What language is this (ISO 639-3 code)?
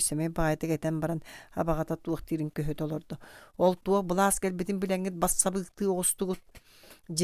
sah